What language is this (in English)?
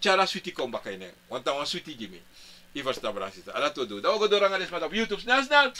Sranan Tongo